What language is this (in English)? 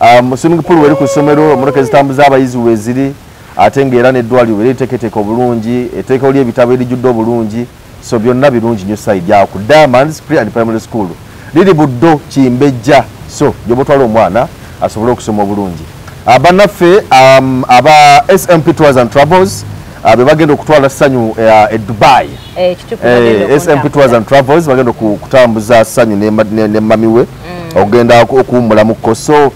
Ganda